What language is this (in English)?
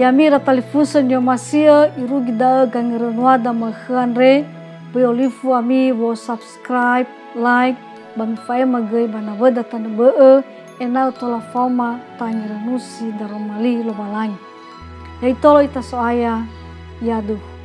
Nias